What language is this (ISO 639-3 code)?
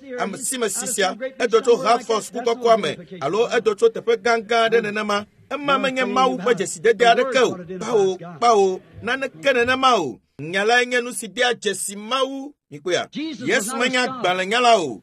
ewe